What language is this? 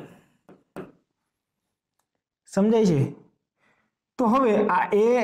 Gujarati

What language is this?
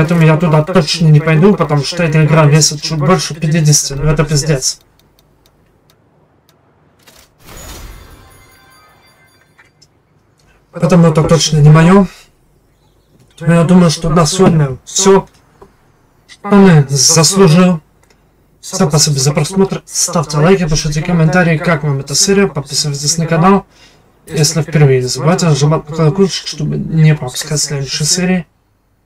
Russian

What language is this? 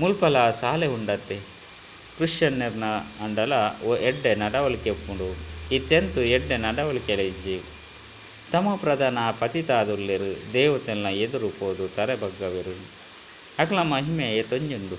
Tulu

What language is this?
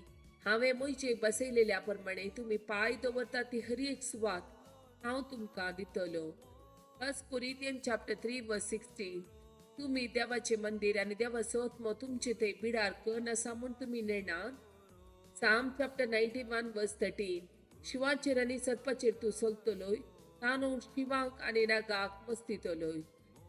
Konkani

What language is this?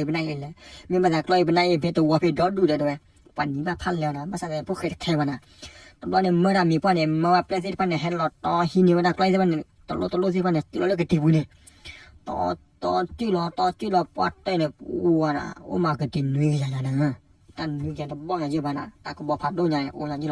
S'gaw Karen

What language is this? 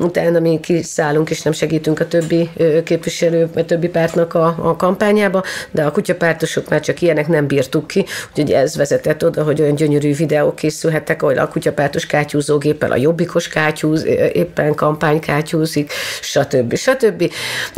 Hungarian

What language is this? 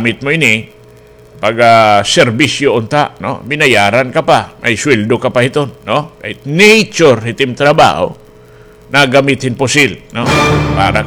Waray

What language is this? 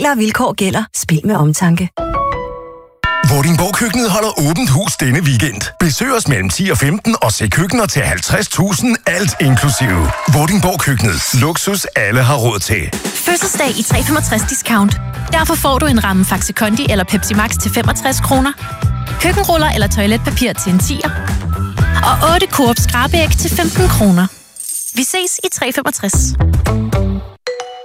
Danish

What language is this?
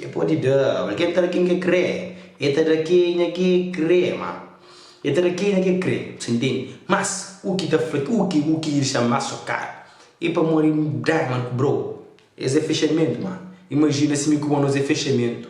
Kabuverdianu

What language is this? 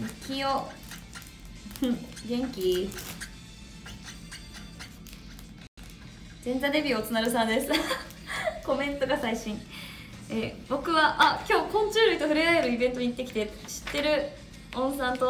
Japanese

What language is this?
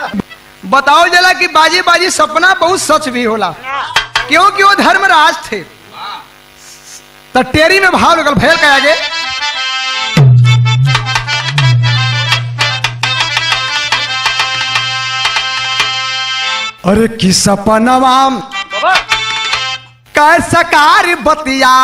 Bhojpuri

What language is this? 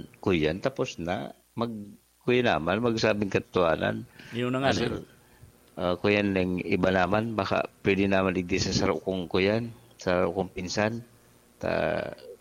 Bikol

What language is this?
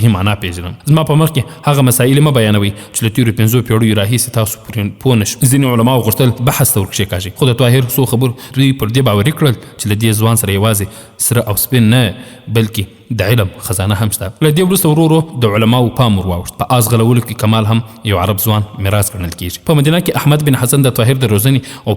Pashto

